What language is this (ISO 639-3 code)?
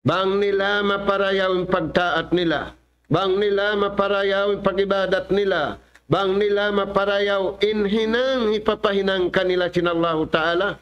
tsg